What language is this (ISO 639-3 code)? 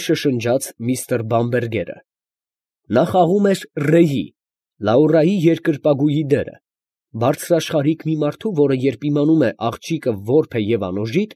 hye